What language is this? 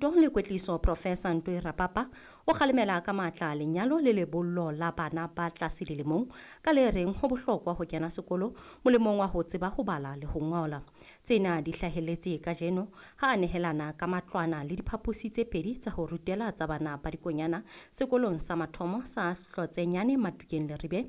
Southern Sotho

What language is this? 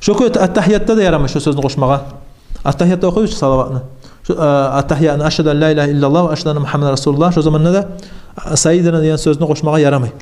Kumyk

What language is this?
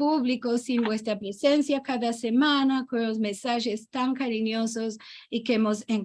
Ladino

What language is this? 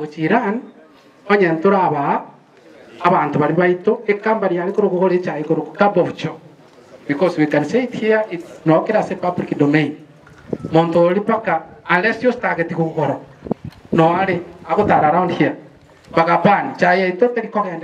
Gusii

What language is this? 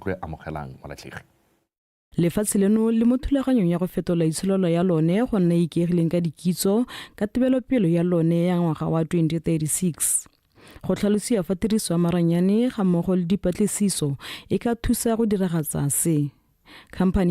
Tswana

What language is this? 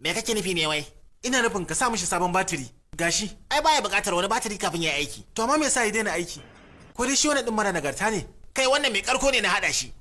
Hausa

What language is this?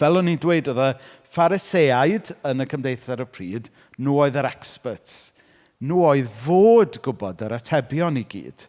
Welsh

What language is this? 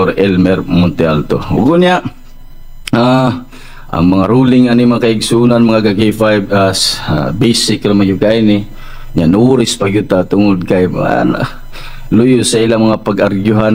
Cebuano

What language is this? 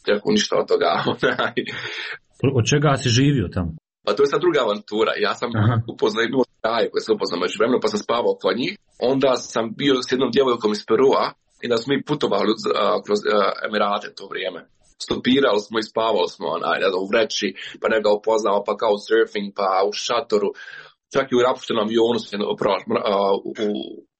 Croatian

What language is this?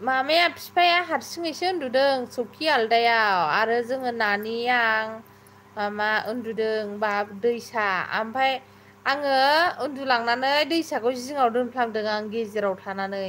Bodo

